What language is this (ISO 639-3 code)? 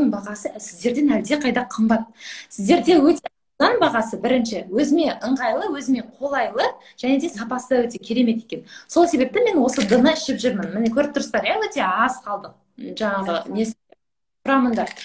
kaz